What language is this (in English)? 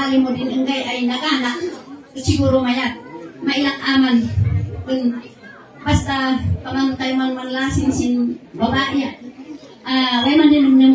Kankanaey